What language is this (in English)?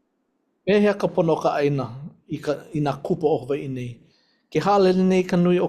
Hawaiian